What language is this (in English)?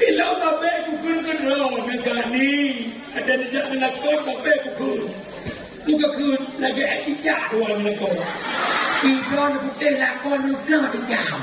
Achinese